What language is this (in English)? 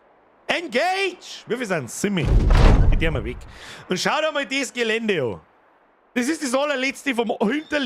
Bavarian